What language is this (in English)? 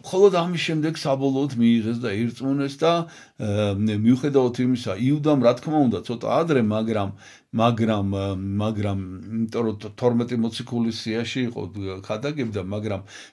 Georgian